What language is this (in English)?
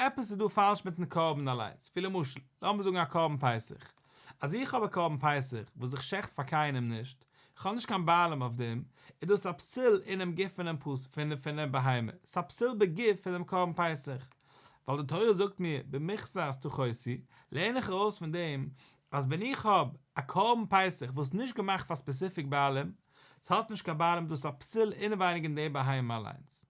Yiddish